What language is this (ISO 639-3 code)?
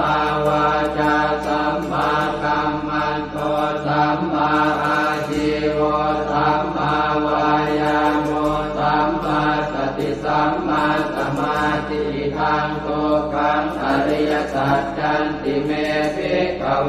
pli